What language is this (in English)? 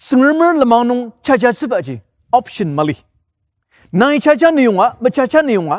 Ao Naga